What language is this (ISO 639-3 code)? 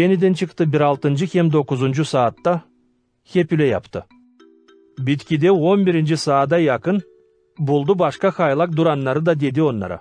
gag